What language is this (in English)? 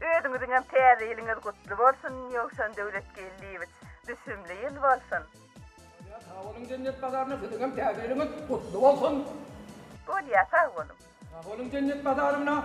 Turkmen